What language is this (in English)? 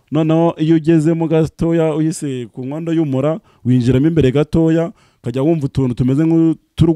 Kinyarwanda